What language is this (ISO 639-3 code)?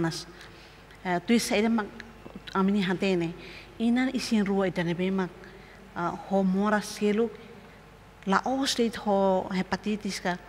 tet